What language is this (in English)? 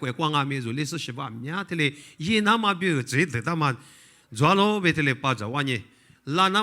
Lisu